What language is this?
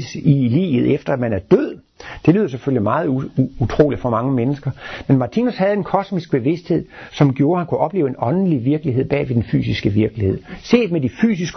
Danish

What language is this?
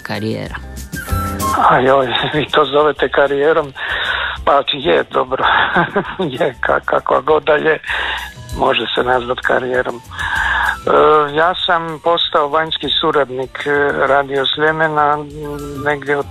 Croatian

